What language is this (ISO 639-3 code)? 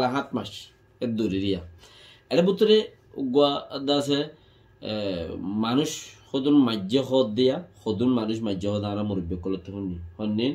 rhg